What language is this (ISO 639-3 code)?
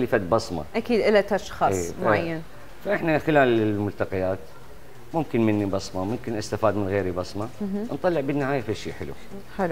acm